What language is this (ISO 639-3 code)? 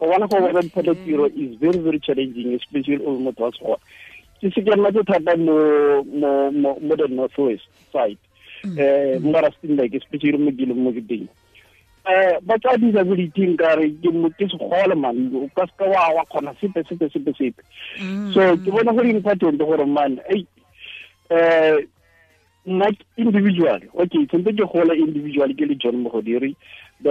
tsn